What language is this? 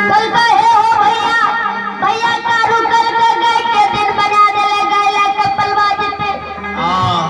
Maithili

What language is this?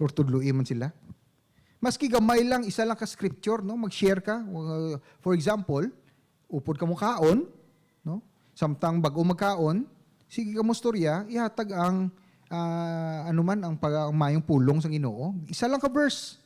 Hiligaynon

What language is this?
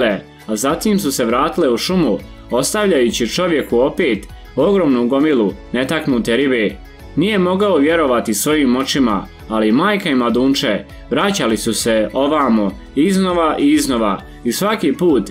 Croatian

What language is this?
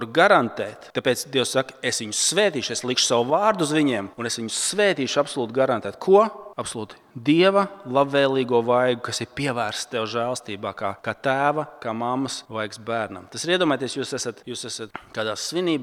Latvian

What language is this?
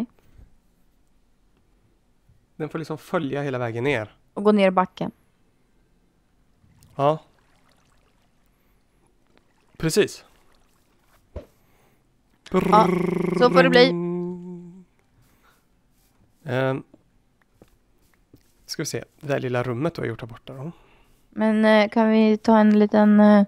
Swedish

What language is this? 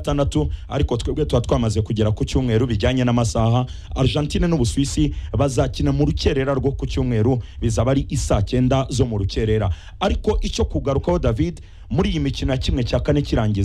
Kinyarwanda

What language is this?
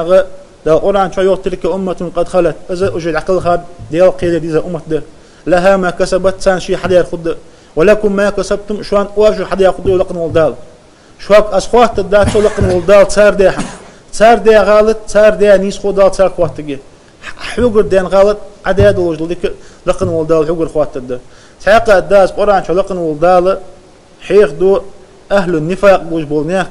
Ingush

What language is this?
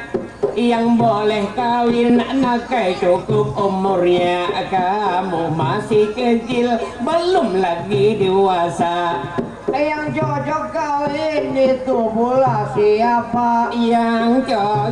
Banjar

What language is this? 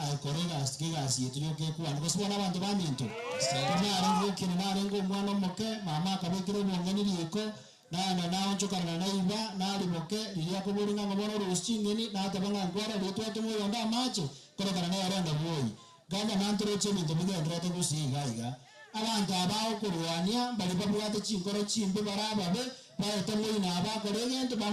Gusii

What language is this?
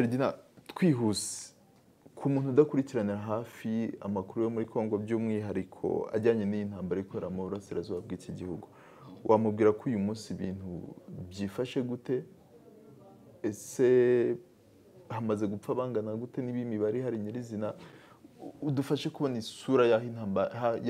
Kinyarwanda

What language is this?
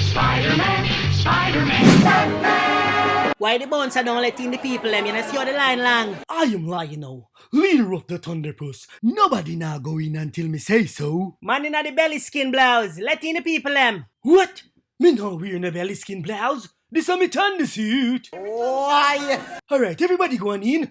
Jamaican Creole English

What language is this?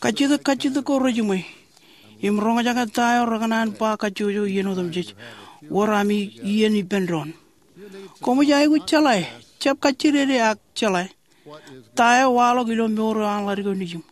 Marshallese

